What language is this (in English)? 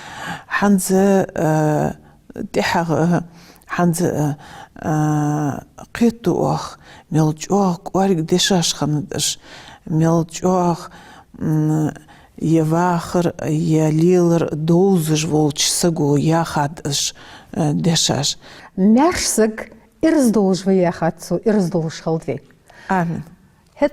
Ingush